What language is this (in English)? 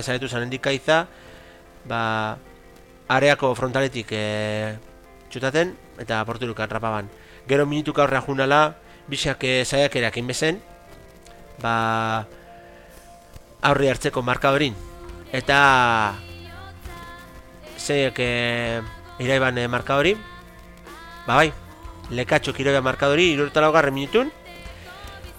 Basque